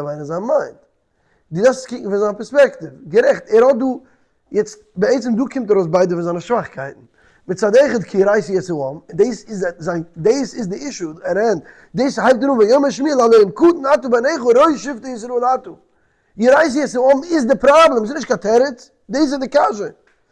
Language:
Yiddish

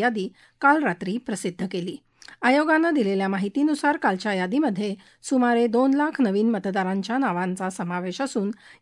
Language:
Marathi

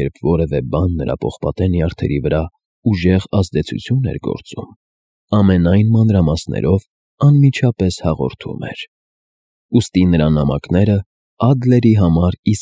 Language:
Armenian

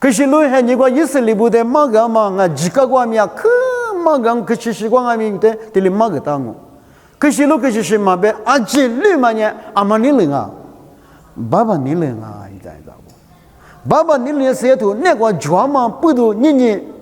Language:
Lisu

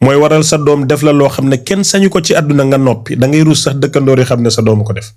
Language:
Wolof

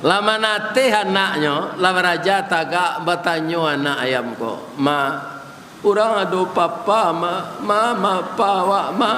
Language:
Minangkabau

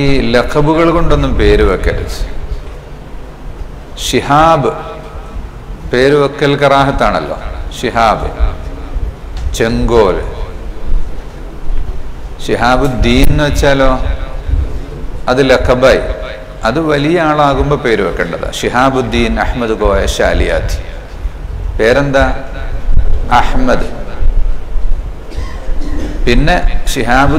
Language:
Malayalam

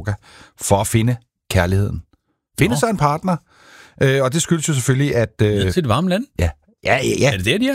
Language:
Danish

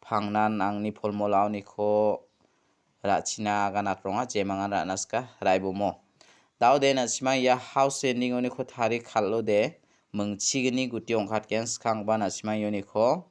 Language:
Garo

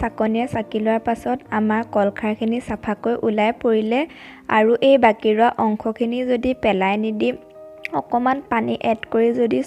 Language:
Assamese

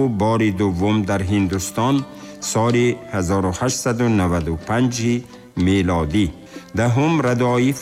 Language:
Tajik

